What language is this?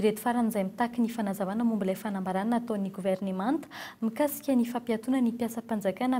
Malagasy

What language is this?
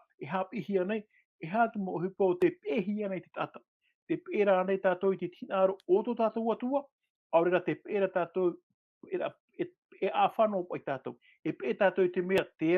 Tahitian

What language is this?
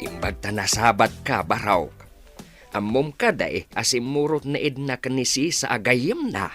Iloko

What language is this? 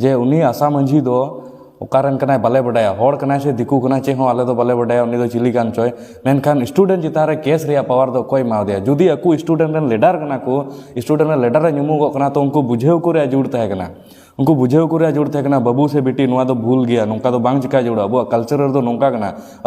Santali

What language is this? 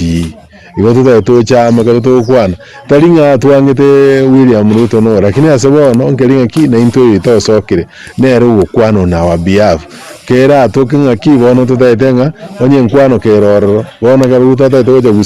Gusii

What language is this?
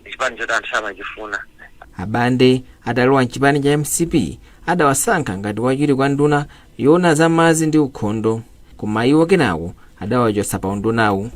Nyanja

